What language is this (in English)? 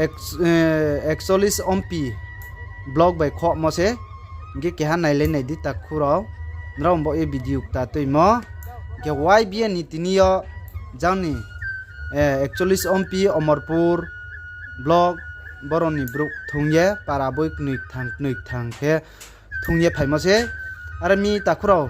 Riang (India)